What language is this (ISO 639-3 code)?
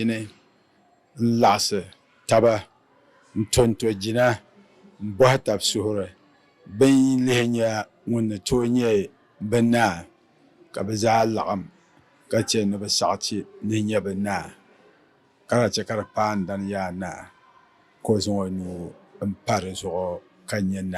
dag